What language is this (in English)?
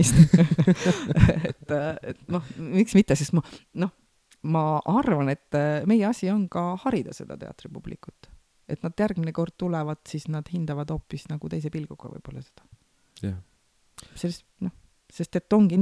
Estonian